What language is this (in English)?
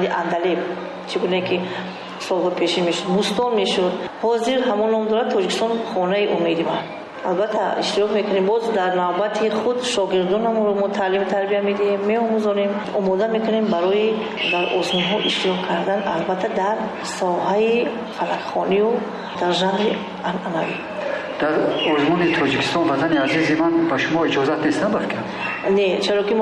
Tajik